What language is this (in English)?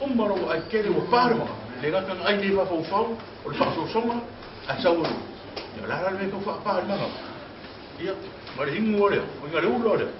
Samoan